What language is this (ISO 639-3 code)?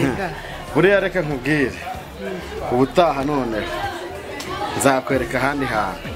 kin